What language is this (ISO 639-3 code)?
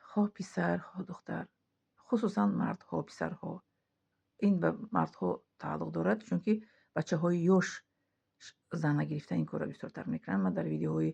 tgk